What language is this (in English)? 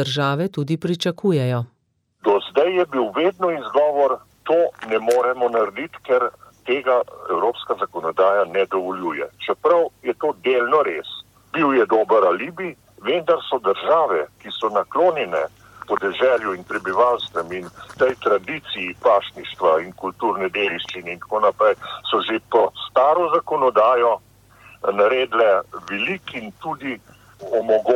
Slovenian